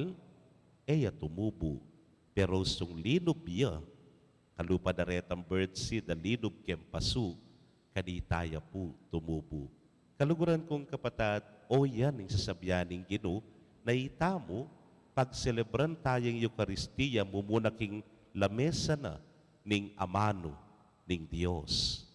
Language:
Pampanga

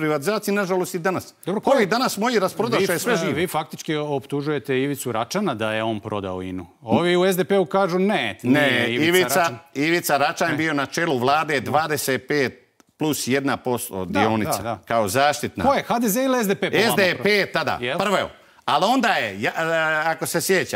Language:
Croatian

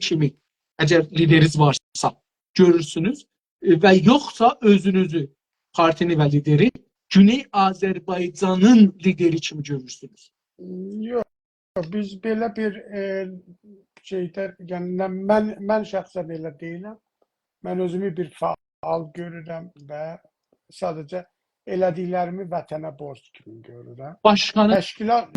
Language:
South Azerbaijani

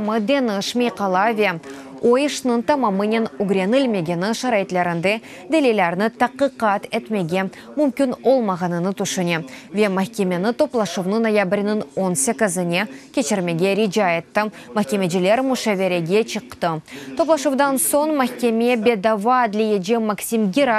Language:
Crimean Tatar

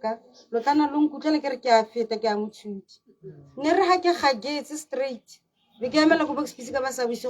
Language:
Tswana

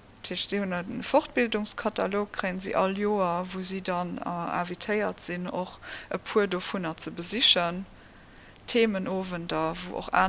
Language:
Luxembourgish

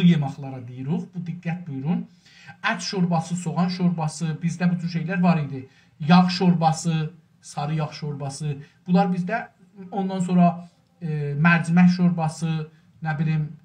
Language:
South Azerbaijani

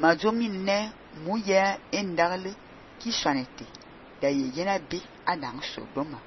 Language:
Fang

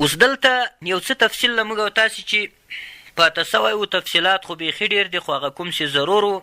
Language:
Pashto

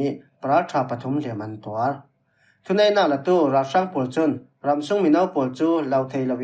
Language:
Falam Chin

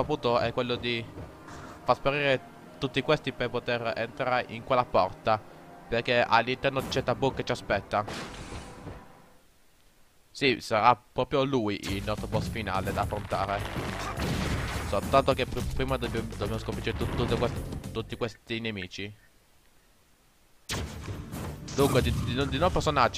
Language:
Italian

